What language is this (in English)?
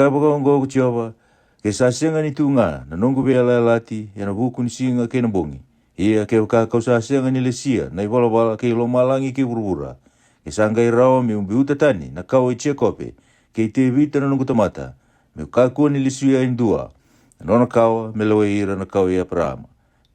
Fijian